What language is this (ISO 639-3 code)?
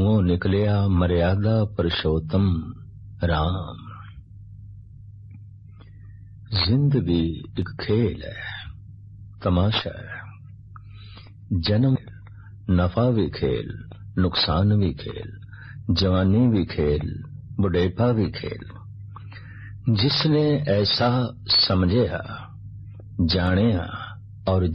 pan